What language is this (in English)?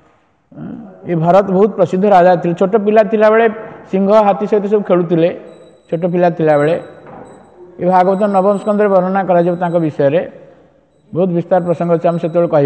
Odia